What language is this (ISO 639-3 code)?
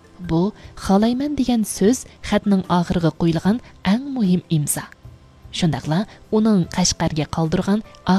uig